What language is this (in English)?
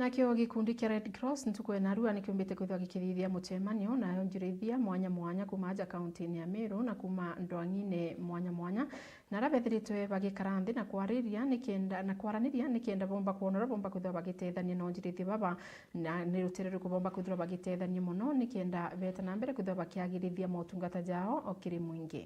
Meru